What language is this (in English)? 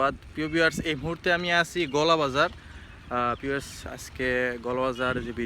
Sylheti